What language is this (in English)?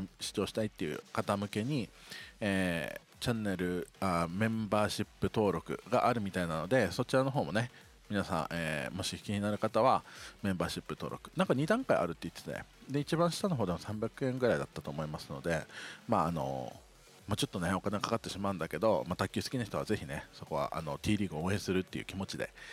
Japanese